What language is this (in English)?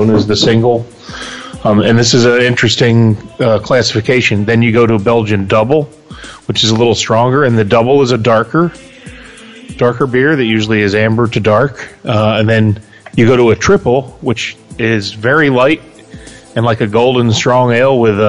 English